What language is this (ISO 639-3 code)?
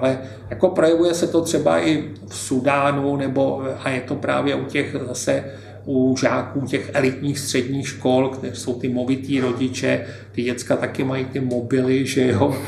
ces